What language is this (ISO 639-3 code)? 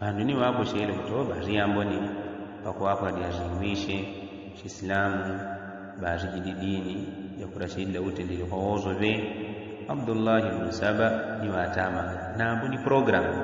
yao